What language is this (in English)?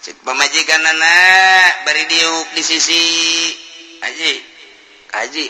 Sundanese